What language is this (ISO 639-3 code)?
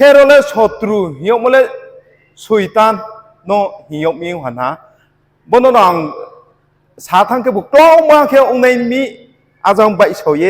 ria